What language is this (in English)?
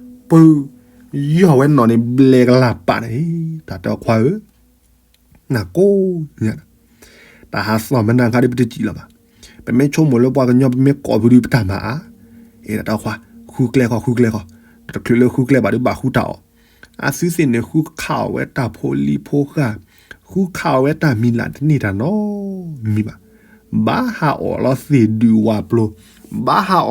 S'gaw Karen